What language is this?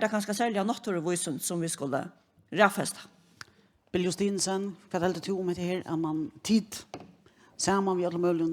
Faroese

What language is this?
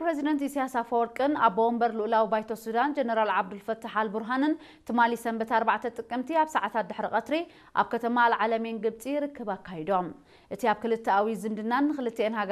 Tigrinya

